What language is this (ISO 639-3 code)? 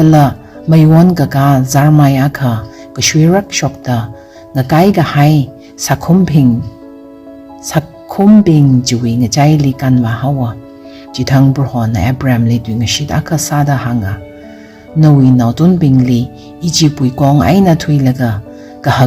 nmf